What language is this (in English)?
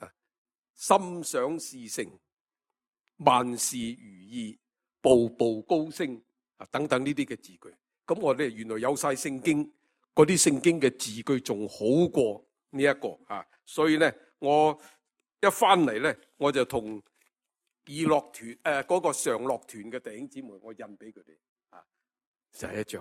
Cantonese